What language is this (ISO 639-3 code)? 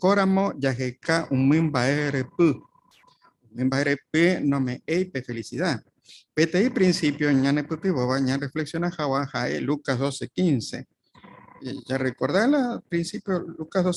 grn